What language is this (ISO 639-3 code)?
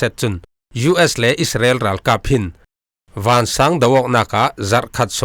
cfm